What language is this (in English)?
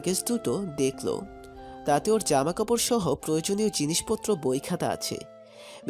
Bangla